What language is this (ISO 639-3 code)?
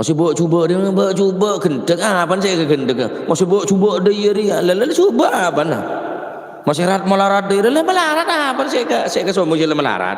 mad